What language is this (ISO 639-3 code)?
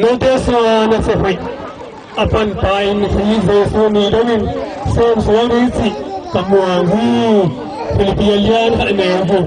ctd